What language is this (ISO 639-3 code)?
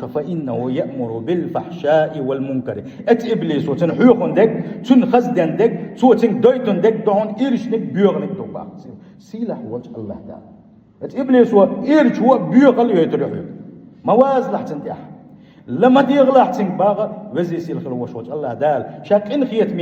che